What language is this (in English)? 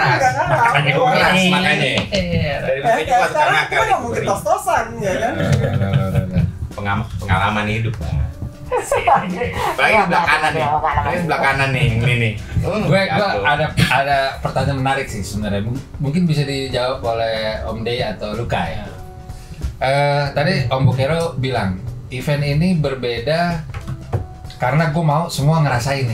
Indonesian